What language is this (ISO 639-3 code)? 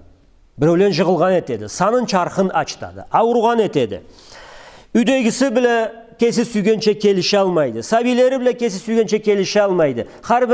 krc